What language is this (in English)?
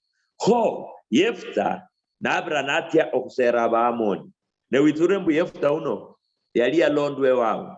Luyia